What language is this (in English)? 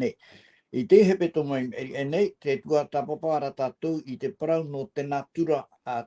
Tahitian